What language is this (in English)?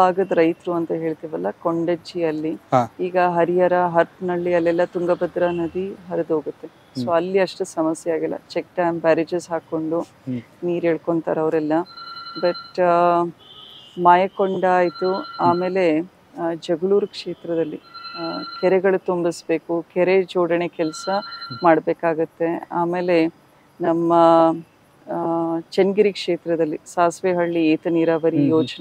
Kannada